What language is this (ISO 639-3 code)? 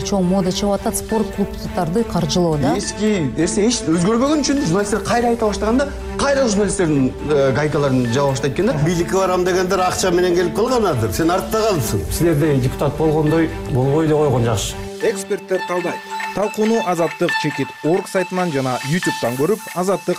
kir